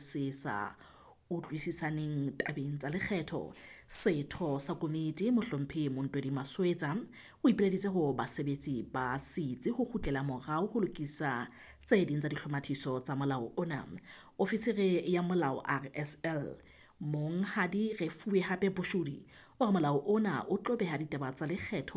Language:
Southern Sotho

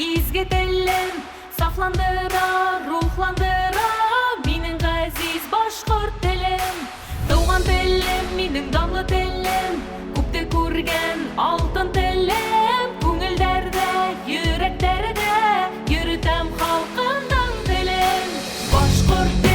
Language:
Bashkir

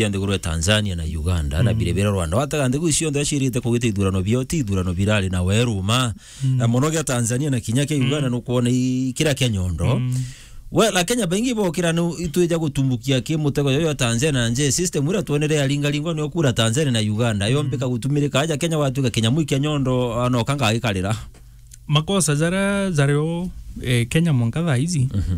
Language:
Meru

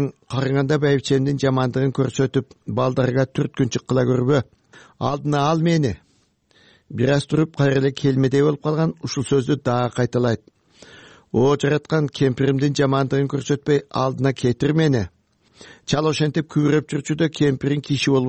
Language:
Kyrgyz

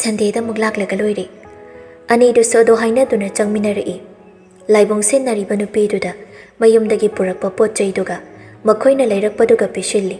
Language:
Manipuri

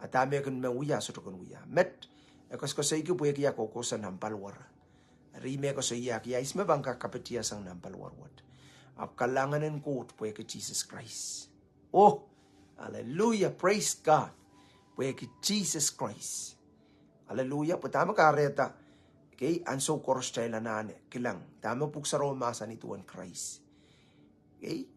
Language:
Pohnpeian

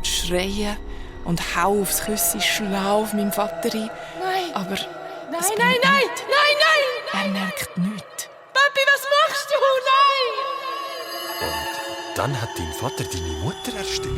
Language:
Swiss German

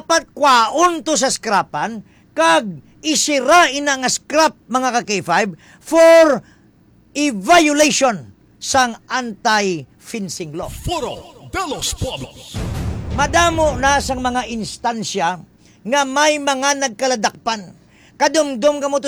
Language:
Hiligaynon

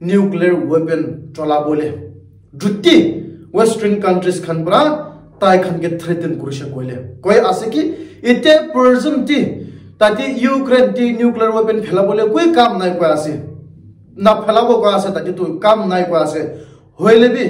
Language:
Naga Pidgin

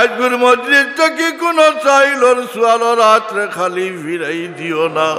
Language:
Sylheti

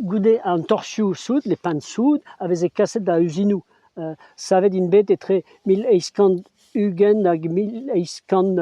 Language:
Breton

